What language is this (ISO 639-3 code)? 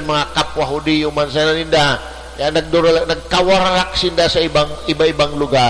bik